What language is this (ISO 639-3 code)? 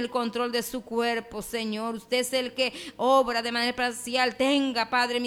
spa